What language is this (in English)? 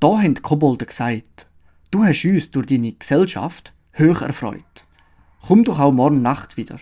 Swiss German